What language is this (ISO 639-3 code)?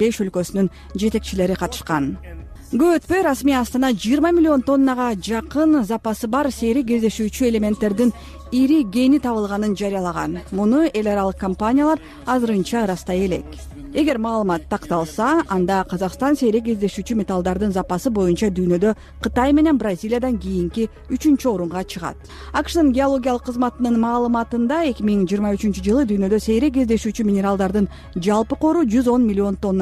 kir